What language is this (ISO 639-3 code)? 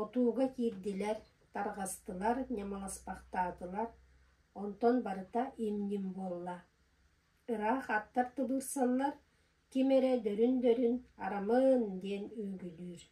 sah